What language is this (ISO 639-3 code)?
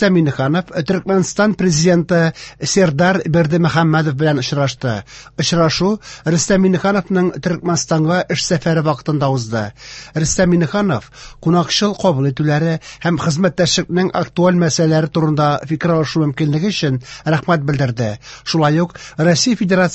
tat